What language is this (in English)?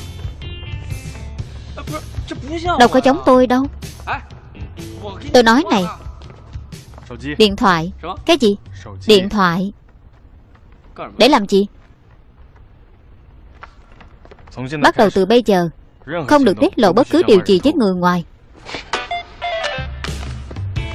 Vietnamese